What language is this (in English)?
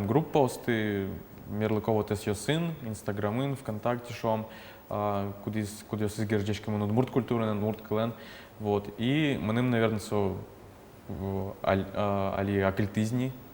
Udmurt